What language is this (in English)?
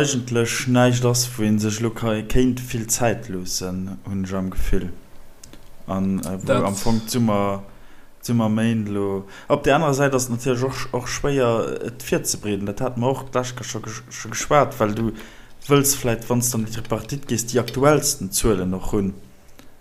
Luxembourgish